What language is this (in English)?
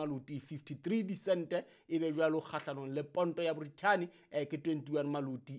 Southern Sotho